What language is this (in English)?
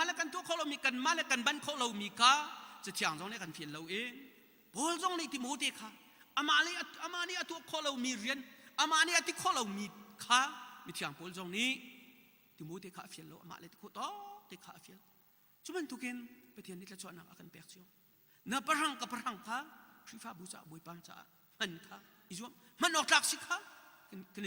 Hakha Chin